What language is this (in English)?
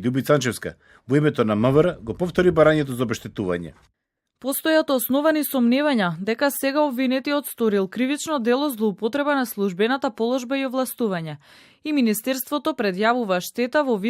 Macedonian